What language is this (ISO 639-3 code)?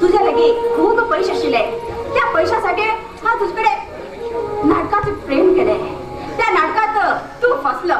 kok